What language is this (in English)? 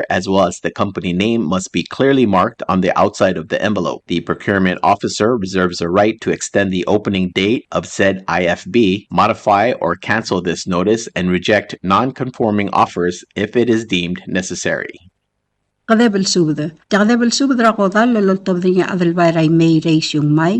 Palauan